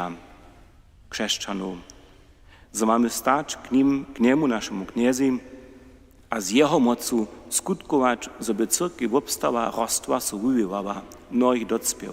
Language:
Upper Sorbian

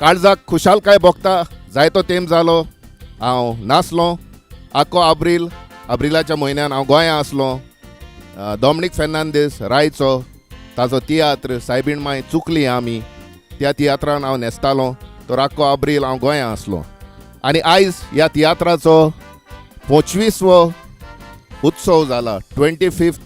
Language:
Konkani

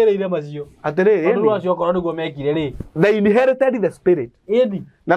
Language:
Kikuyu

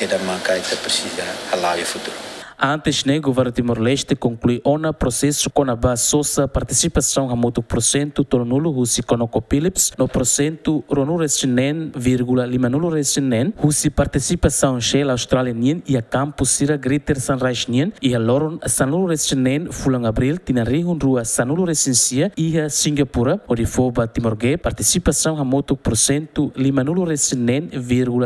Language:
Tetum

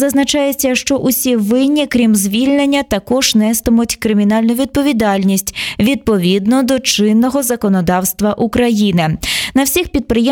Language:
Ukrainian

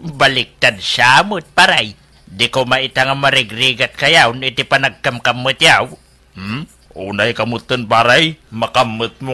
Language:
Iloko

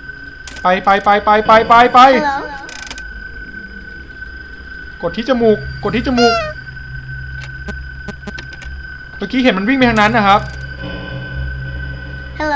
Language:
Thai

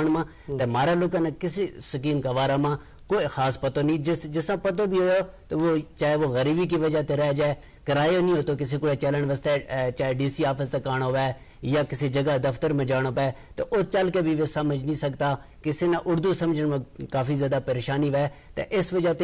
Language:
Gujari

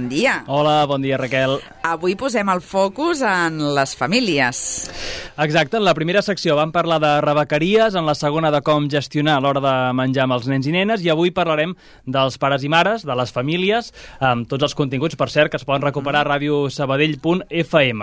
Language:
Catalan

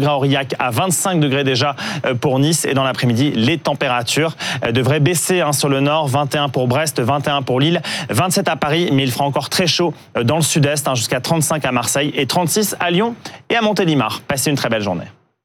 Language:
French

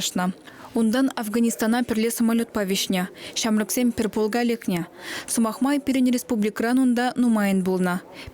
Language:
Chuvash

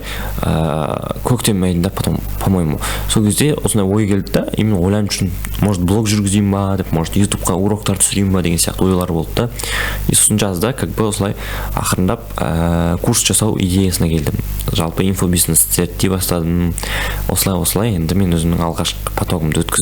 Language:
Kazakh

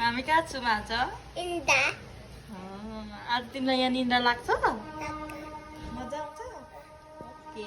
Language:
Nepali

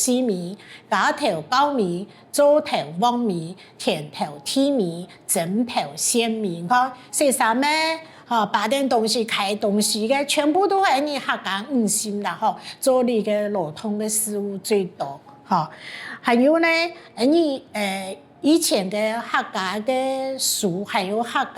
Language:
Hakka Chinese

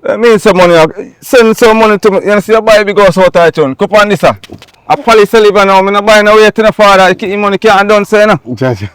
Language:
Jamaican Creole English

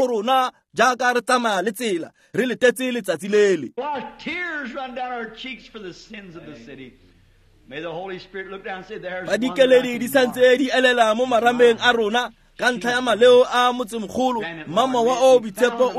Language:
Tswana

